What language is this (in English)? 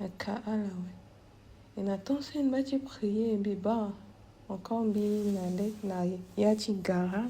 Sango